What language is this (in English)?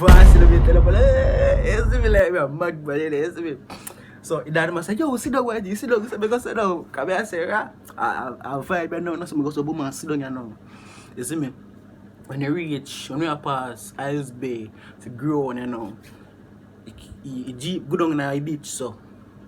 Jamaican Creole English